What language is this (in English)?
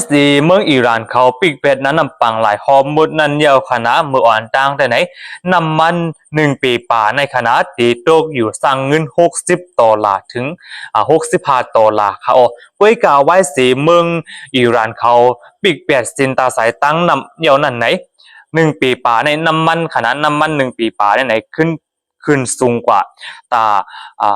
Shan